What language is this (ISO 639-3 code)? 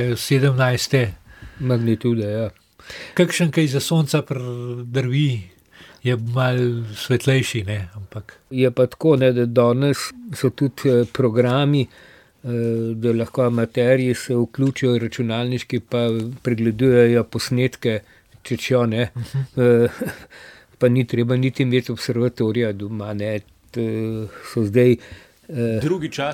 slv